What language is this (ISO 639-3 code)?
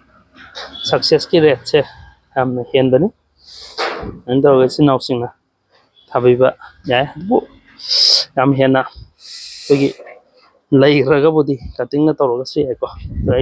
mni